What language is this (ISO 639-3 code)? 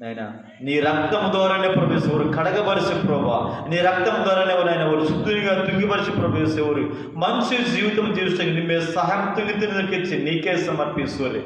kff